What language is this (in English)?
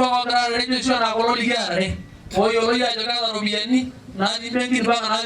Masai